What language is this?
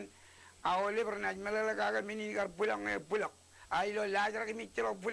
Marshallese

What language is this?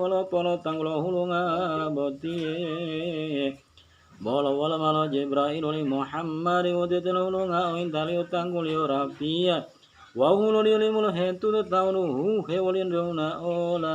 Gorontalo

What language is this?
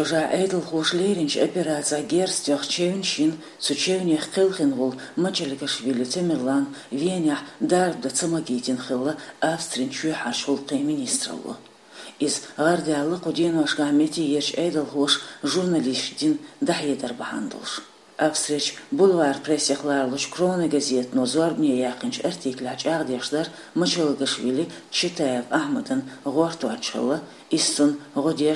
Chechen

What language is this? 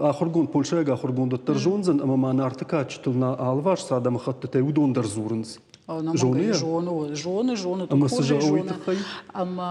Ossetic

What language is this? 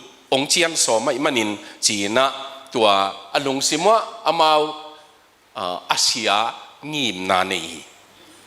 Tedim Chin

